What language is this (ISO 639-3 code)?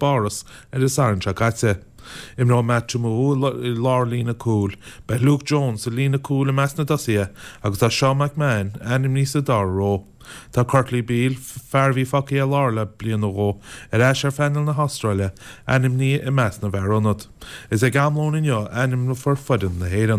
gle